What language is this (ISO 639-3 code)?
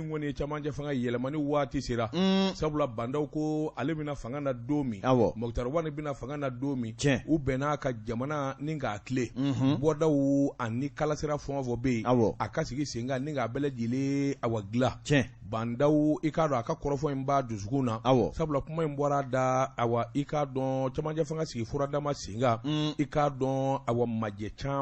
bam